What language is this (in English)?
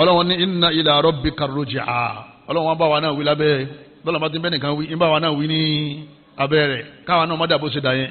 Yoruba